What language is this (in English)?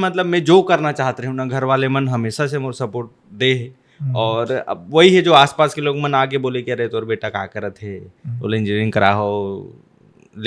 Chhattisgarhi